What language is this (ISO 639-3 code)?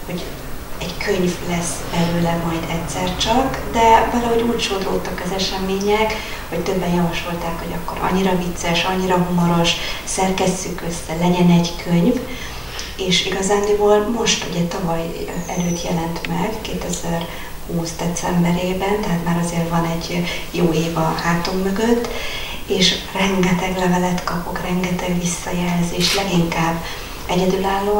hun